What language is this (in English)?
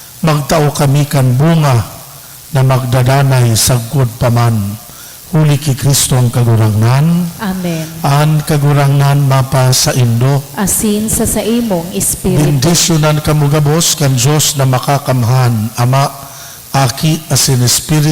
Bikol